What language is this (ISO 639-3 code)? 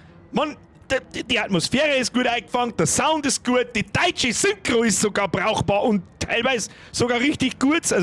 bar